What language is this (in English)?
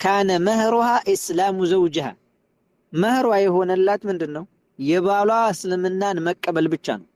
Amharic